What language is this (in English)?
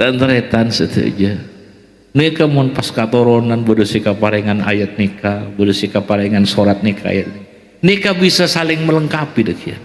Madurese